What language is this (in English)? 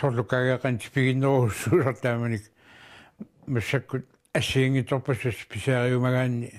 Kalaallisut